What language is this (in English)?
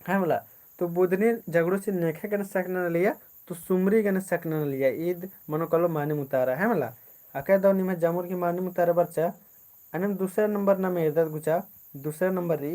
Kurukh